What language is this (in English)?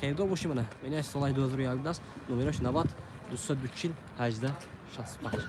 Tajik